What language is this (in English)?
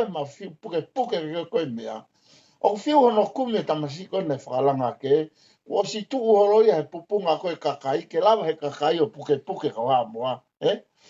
Tongan